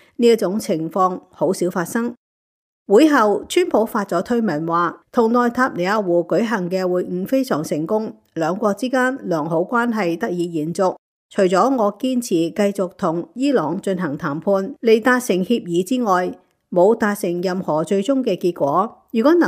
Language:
Cantonese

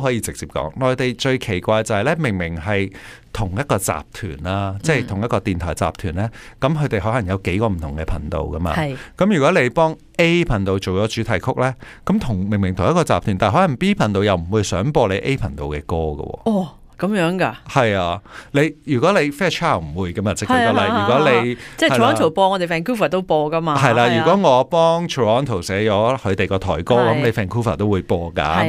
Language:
Cantonese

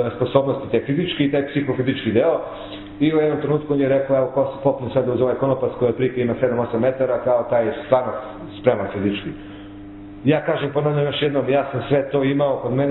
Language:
Serbian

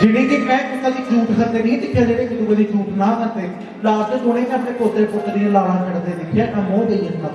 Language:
Dogri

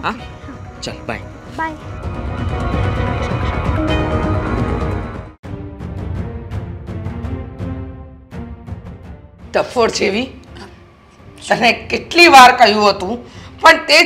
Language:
Gujarati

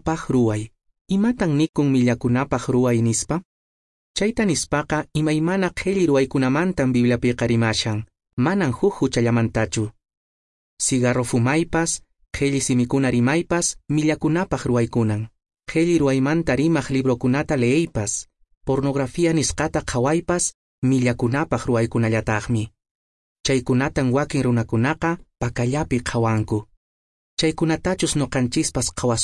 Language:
Quechua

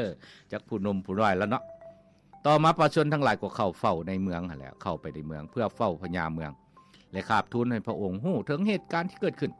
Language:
Lao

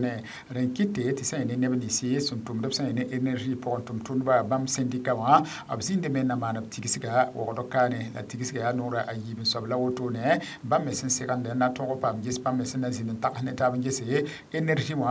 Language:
Mossi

